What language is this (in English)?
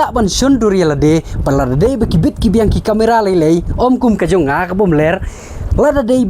Khasi